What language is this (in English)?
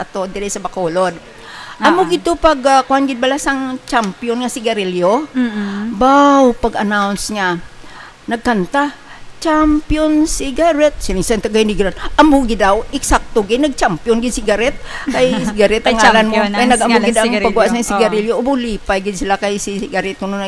Hiligaynon